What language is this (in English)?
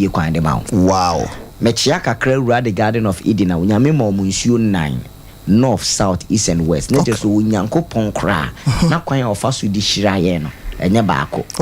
Akan